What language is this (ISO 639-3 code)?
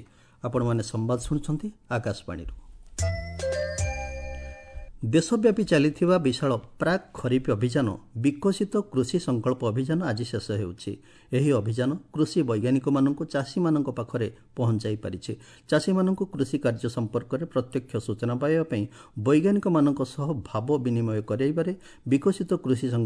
ori